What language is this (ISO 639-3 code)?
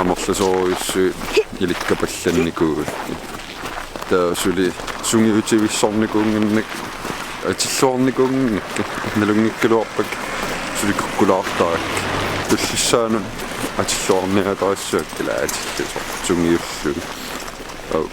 kal